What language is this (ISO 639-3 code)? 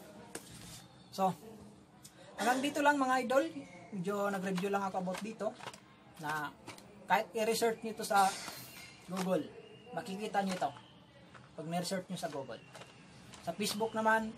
fil